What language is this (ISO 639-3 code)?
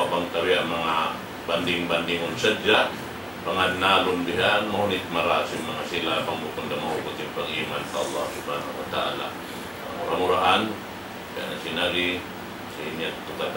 tsg